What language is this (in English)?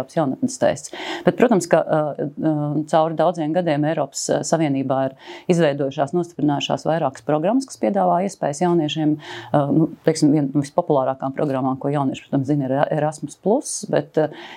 Latvian